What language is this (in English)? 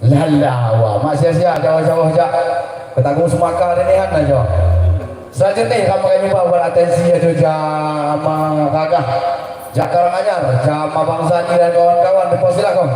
Lampung Api